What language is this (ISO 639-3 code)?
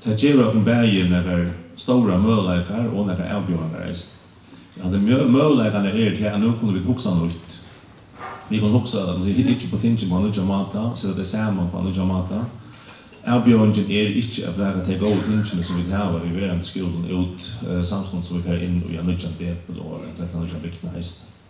fao